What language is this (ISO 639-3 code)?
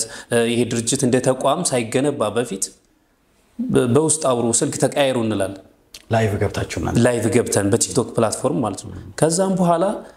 amh